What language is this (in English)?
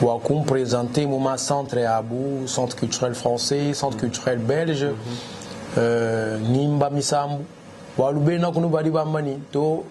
Luba-Lulua